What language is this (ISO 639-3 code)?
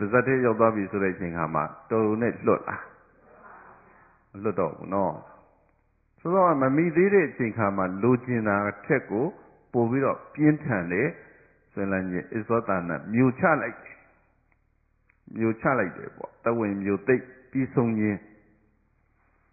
mya